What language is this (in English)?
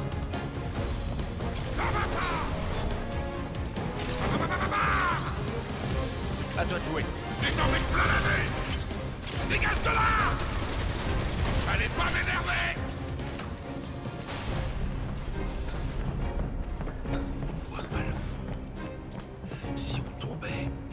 French